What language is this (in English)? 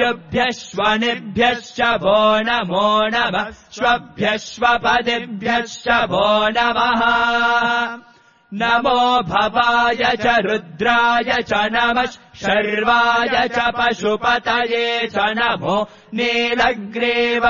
Sanskrit